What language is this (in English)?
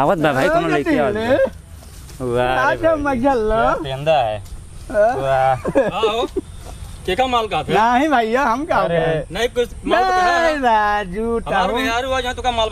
Awadhi